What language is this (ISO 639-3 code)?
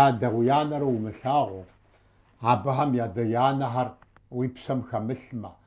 kbd